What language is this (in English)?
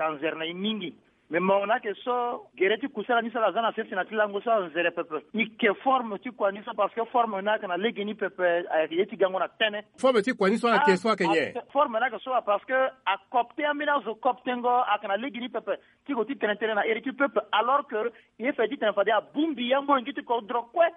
Sango